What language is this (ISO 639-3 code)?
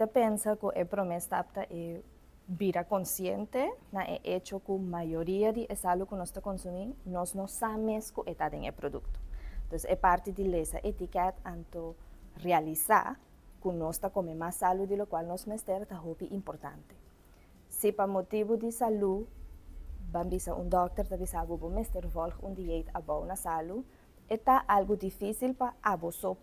pap